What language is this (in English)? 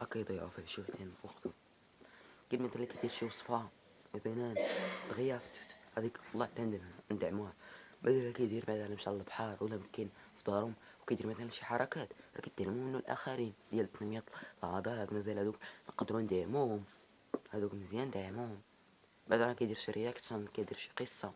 Moroccan Arabic